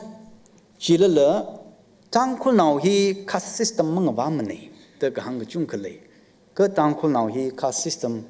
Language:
Tangkhul Naga (India)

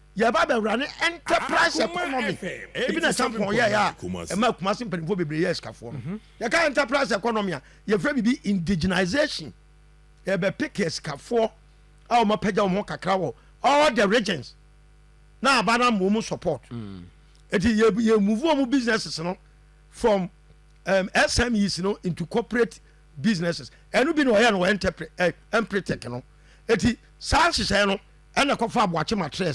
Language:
Akan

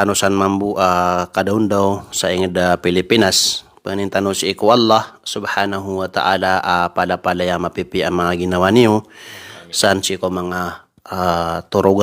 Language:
Maranao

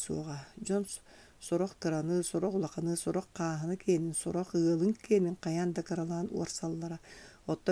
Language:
Yakut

